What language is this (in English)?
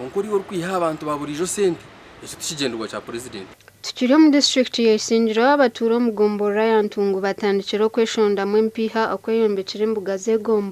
Nyankole